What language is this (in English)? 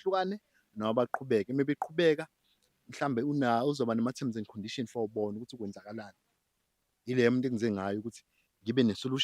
Zulu